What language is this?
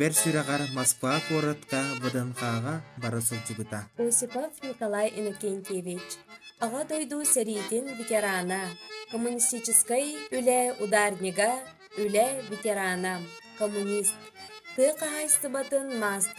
Yakut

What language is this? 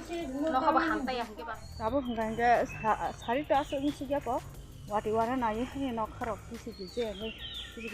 Kok Borok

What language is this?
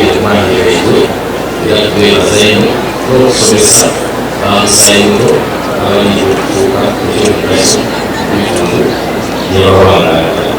Soga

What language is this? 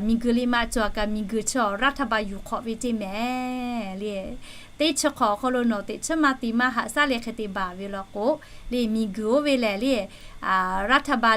Lahu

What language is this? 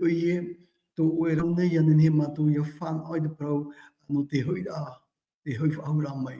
Tahitian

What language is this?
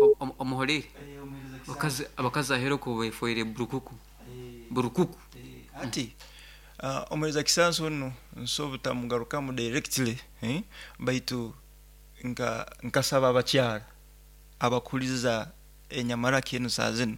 Nyoro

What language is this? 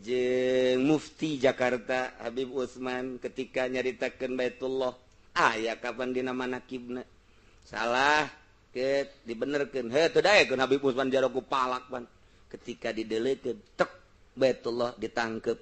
Sundanese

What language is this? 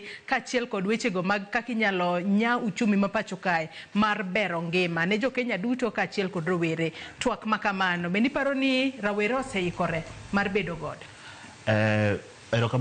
Luo (Kenya and Tanzania)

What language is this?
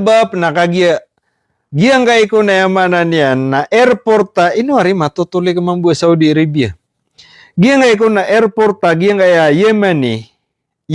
Maranao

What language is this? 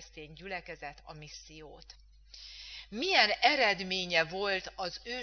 Hungarian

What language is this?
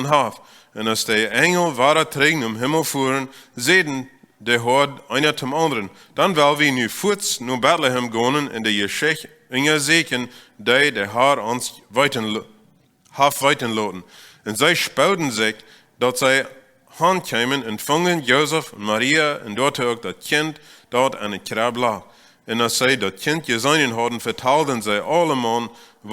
Plautdietsch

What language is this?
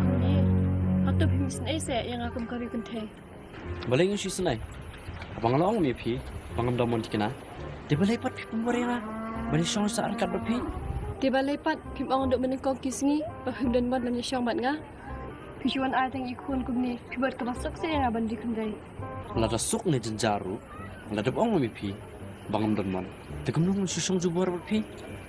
Khasi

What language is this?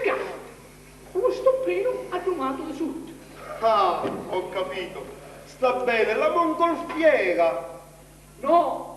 Sicilian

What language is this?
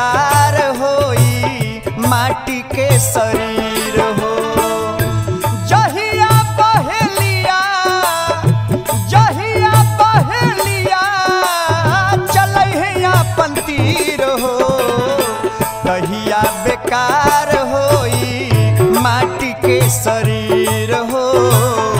Bhojpuri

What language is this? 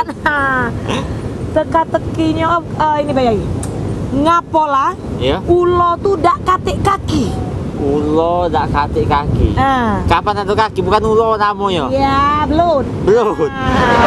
Musi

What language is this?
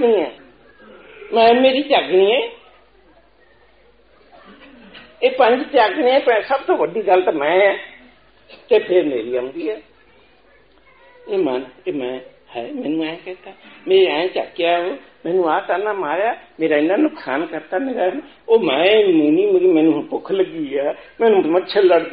Punjabi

